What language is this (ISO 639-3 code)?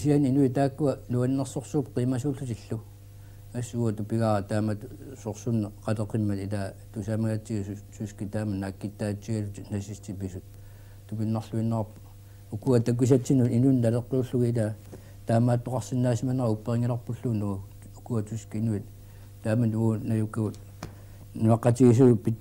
kal